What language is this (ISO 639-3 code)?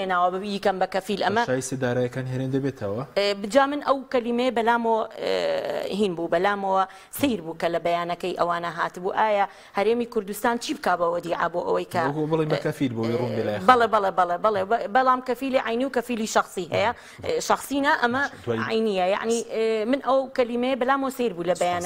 ckb